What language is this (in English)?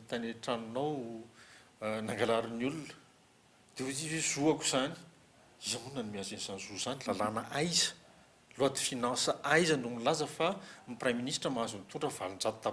Malagasy